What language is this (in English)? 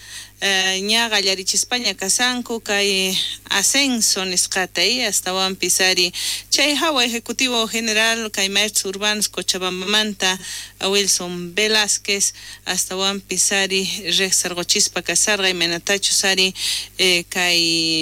South Bolivian Quechua